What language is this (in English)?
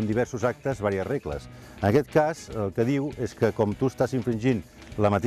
Catalan